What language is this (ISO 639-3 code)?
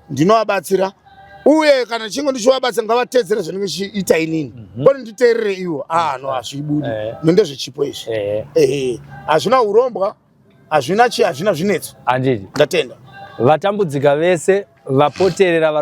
sna